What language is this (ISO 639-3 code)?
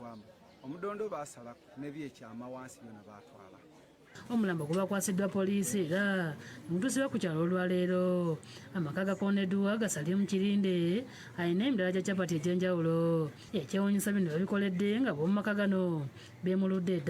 lug